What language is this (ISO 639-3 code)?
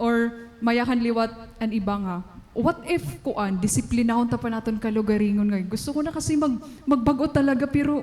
war